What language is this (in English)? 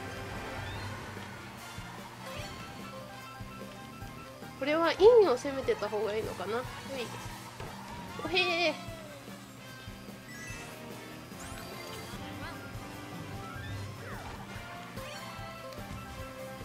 Japanese